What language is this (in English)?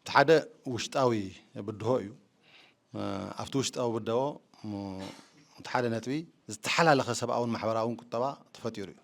Tigrinya